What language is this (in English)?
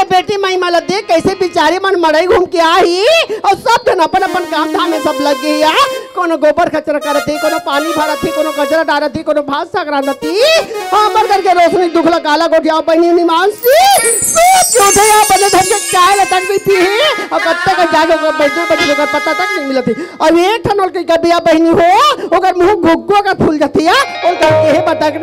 Chhattisgarhi